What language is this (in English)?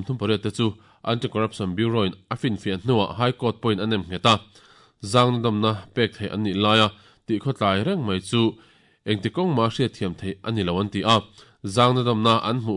Mizo